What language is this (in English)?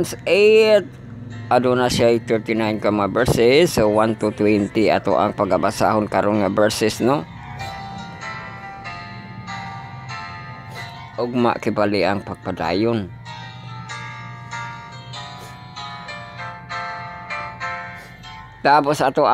Cebuano